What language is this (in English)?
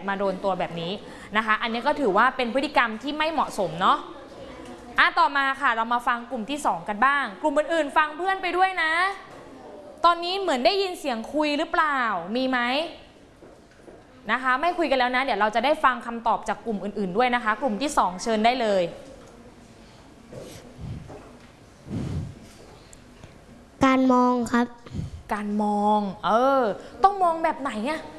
Thai